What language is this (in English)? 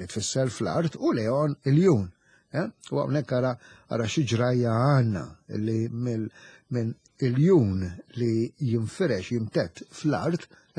Maltese